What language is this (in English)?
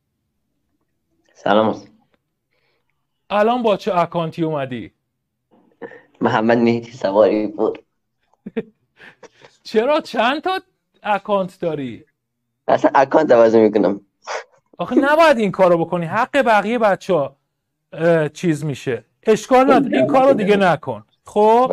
Persian